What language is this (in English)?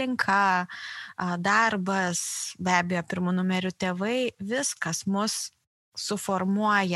Lithuanian